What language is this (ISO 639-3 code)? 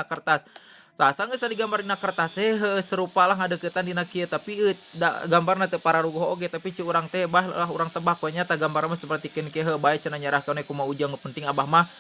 sun